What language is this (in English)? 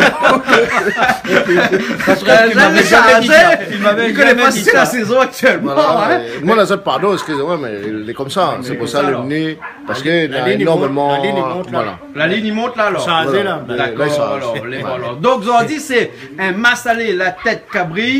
Réunion Creole French